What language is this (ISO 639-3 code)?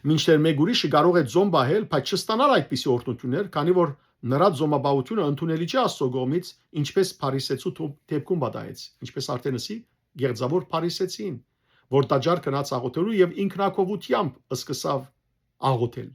hyw